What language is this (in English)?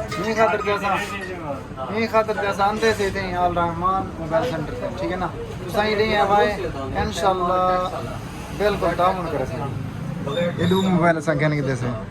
Saraiki